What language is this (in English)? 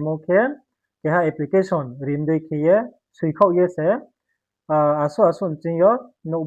Riang (India)